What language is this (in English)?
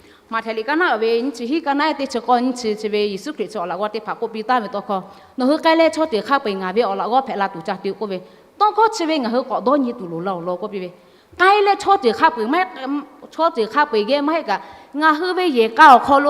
Lahu